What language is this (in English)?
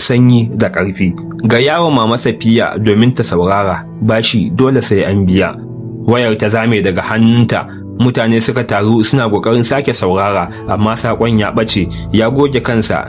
Hausa